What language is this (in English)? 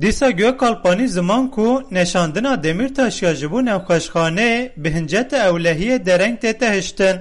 Kurdish